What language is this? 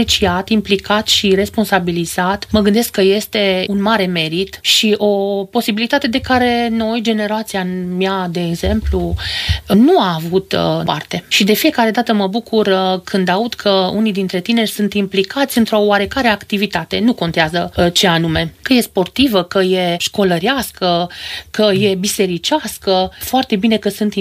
Romanian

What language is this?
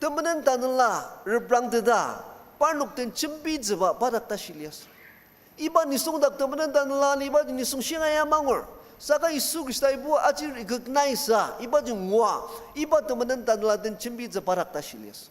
Ao Naga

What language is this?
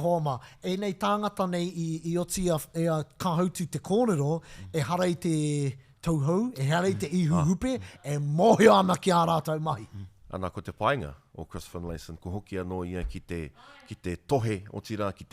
Māori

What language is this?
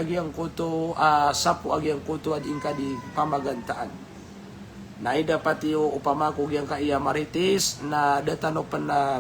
Maranao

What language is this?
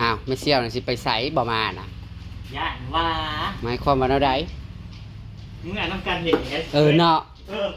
Northeastern Thai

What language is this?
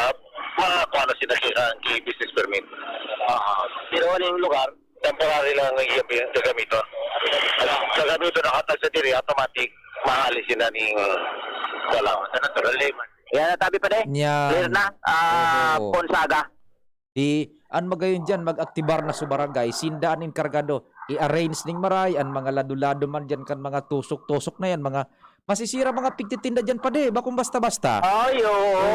Bikol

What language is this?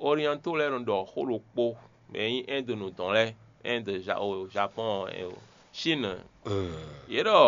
Fon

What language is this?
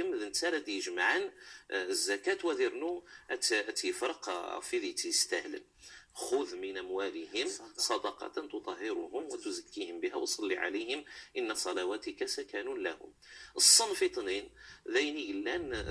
Kabyle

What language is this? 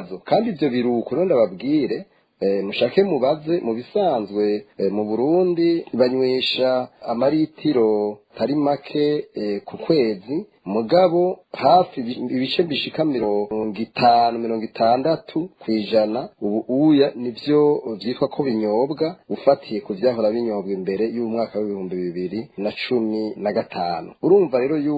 Rundi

